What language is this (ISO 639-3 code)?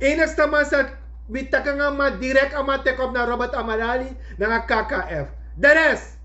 srn